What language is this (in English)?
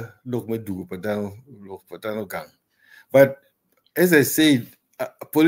Acoli